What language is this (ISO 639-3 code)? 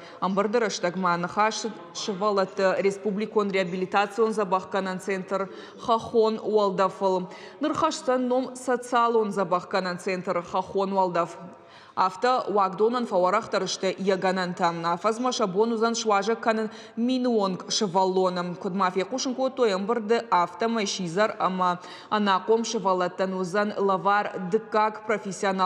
oss